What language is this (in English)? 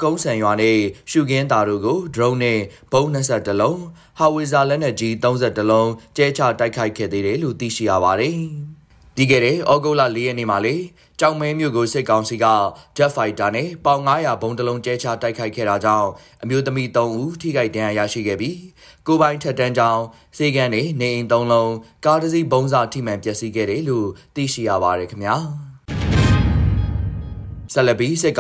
Burmese